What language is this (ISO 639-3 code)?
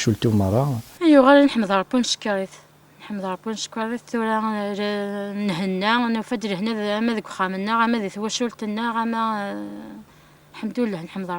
kab